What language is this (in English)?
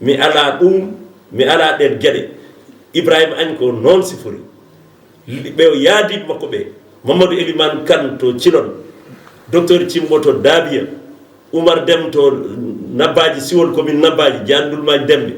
Fula